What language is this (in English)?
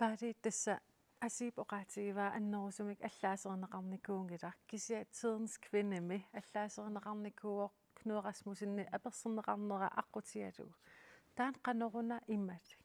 Kalaallisut